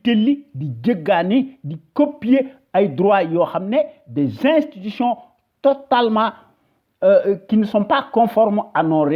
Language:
Wolof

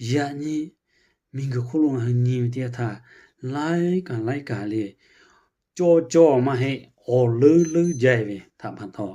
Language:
Lahu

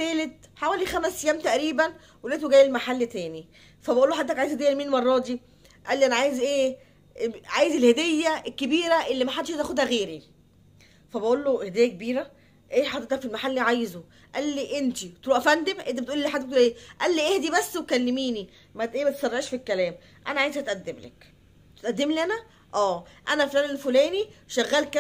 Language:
Egyptian Arabic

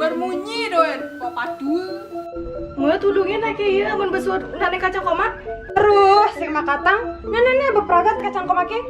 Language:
Balinese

